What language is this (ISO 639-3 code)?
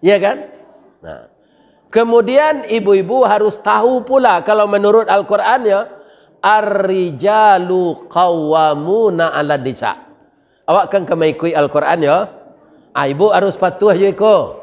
min